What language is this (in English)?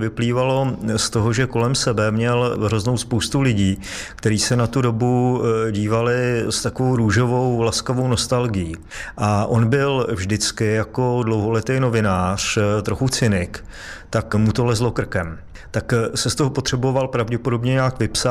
Czech